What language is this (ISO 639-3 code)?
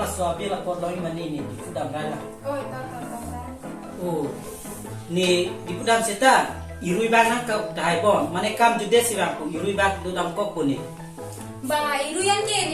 mjw